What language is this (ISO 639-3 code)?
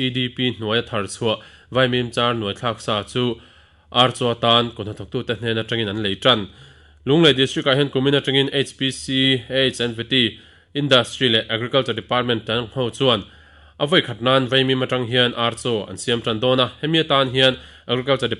lus